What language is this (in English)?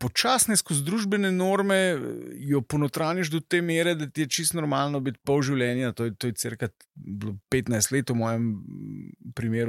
Slovenian